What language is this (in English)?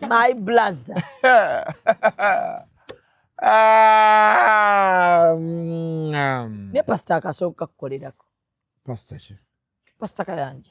Ganda